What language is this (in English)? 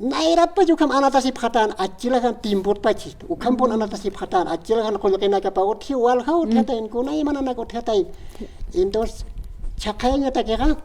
Aymara